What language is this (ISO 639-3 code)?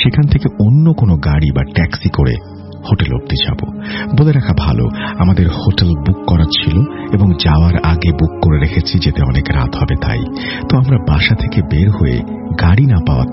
ben